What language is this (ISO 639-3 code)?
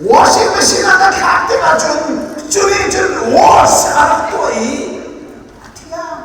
cnh